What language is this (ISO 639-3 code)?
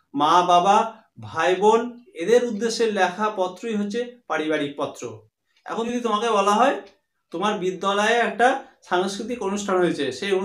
ben